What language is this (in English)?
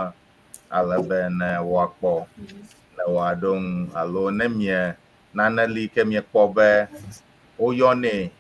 Ewe